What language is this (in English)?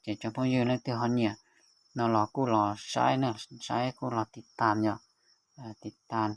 Hmong